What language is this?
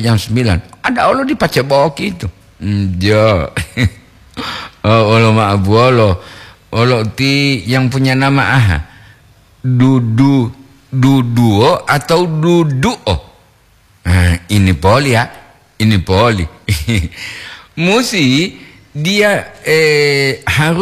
Gorontalo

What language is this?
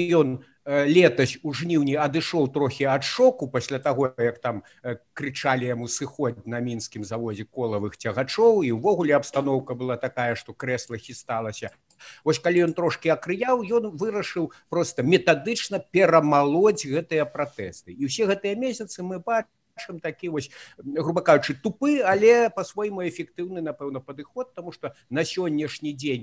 Belarusian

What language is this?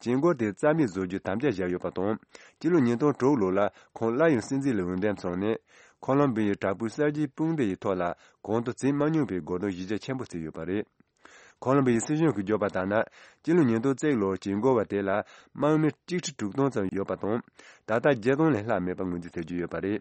Tibetan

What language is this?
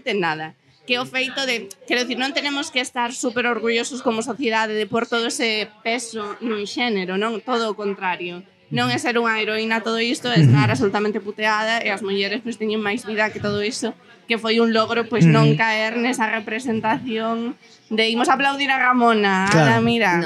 Galician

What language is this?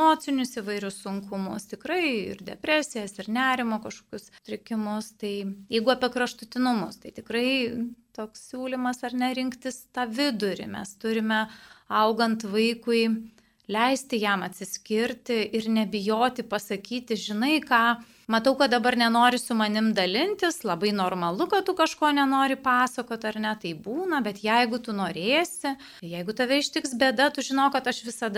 Lithuanian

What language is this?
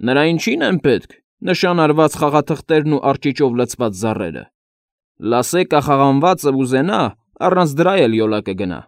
Armenian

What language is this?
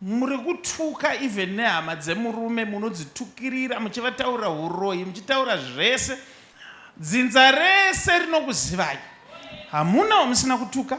Shona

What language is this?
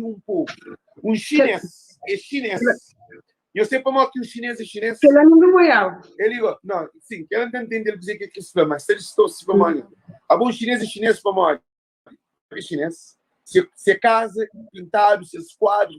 Kabuverdianu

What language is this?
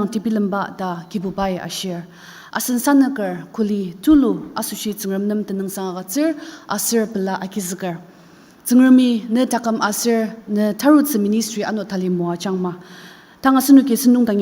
Ao Naga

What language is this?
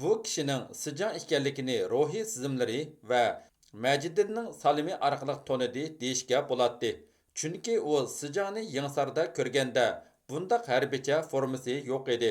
Uyghur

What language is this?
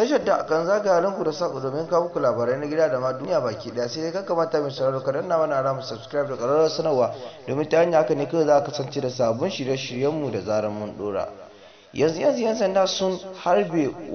Hausa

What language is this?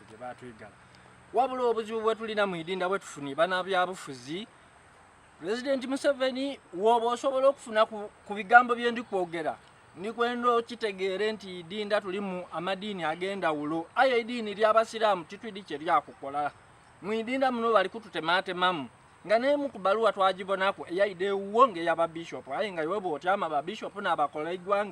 Soga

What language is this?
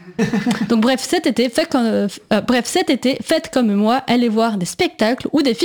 French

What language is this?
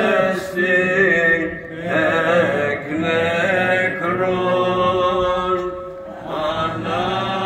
Greek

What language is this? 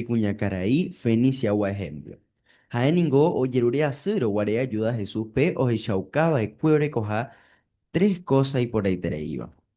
Guarani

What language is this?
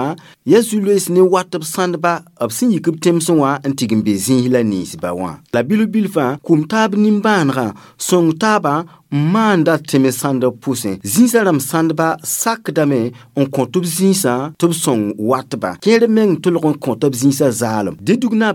Mossi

